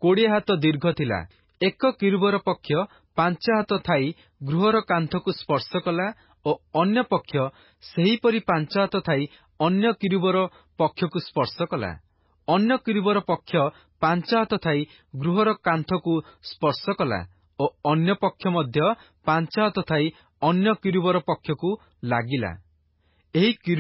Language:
Odia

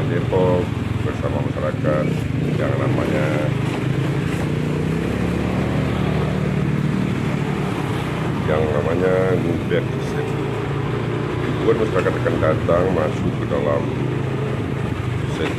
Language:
Indonesian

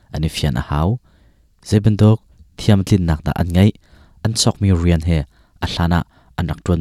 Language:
Hakha Chin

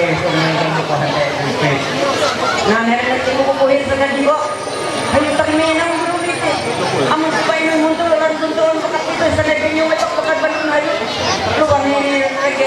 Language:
Ma'anyan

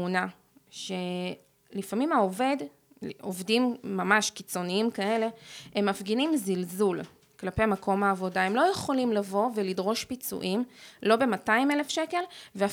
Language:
Hebrew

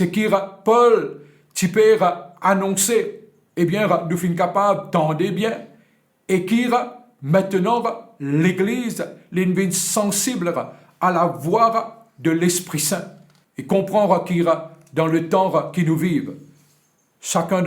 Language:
Morisyen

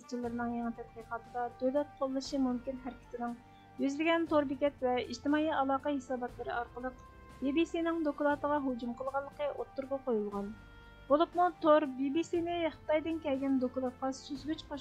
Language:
Uyghur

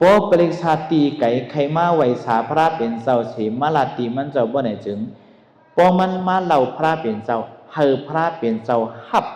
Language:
Shan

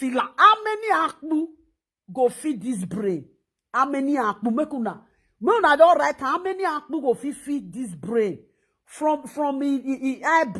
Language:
Nigerian Pidgin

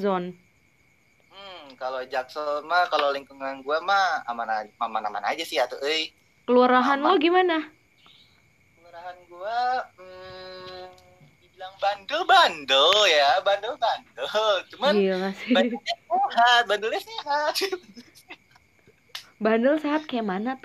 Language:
Indonesian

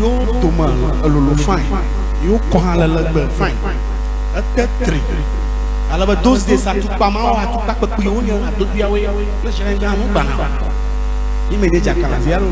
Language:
Ewe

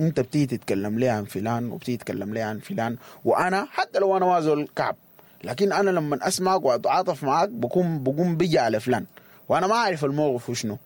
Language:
Sudanese Arabic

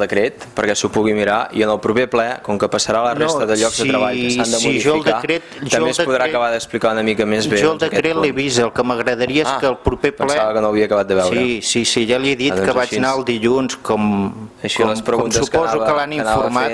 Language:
Catalan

